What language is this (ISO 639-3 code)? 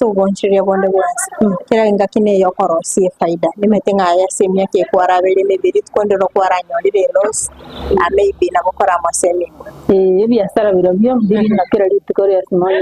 guz